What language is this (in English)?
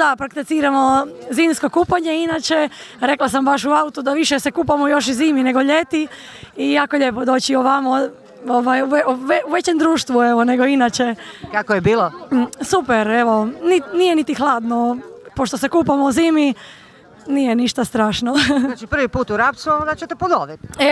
Croatian